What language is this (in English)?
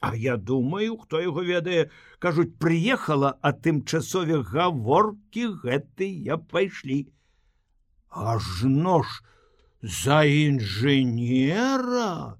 Belarusian